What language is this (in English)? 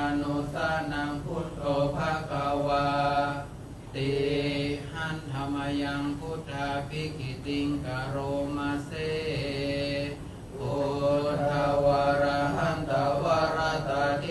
Pali